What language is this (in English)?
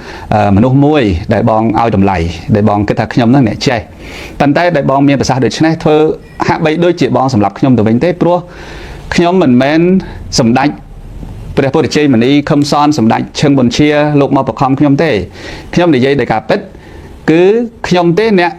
Khmer